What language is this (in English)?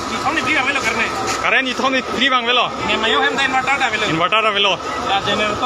Karbi